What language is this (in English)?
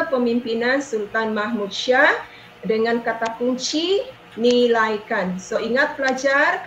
Malay